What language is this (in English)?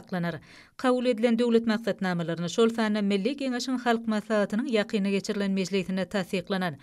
Turkmen